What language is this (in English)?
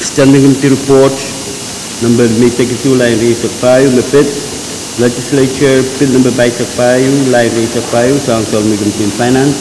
Pohnpeian